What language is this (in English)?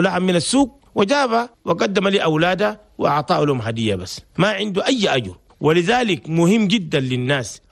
Chadian Arabic